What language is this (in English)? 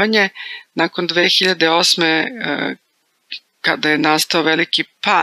Serbian